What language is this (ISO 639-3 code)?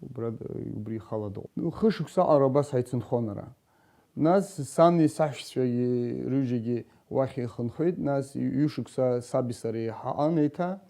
abk